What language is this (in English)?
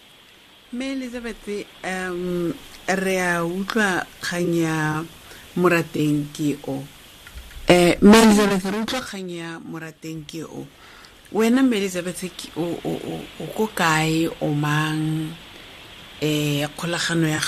Tswana